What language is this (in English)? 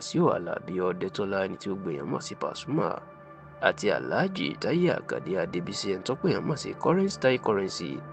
Yoruba